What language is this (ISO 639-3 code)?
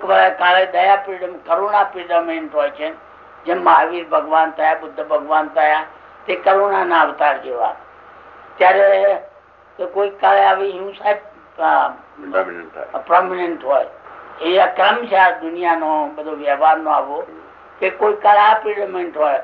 guj